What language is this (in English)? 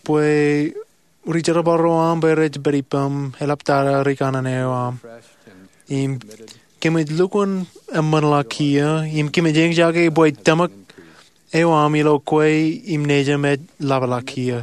Marshallese